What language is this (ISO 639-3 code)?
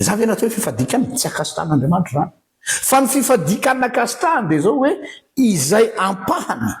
mlg